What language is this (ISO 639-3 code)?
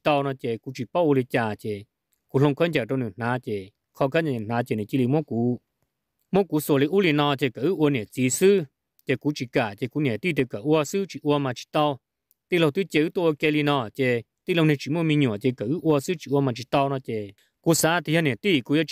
vie